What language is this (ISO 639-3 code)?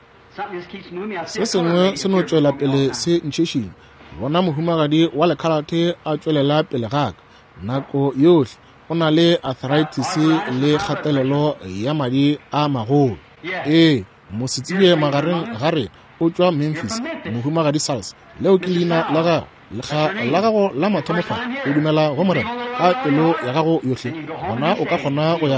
nso